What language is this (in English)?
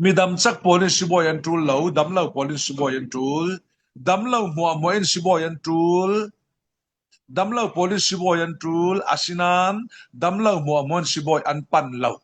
Falam Chin